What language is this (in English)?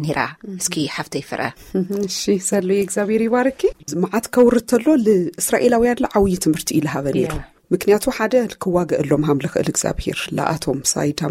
Tigrinya